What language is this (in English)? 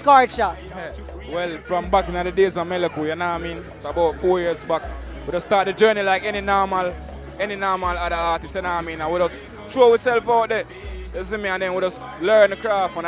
Jamaican Creole English